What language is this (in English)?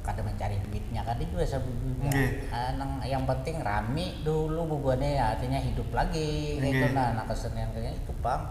Banjar